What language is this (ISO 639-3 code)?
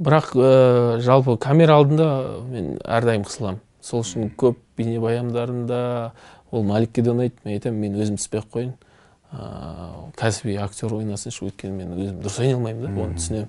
kaz